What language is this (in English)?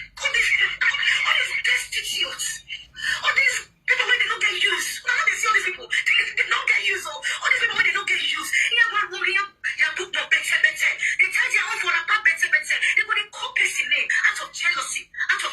Nigerian Pidgin